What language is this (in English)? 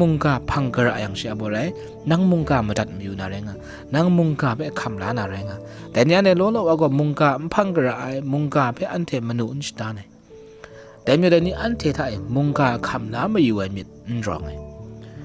Kachin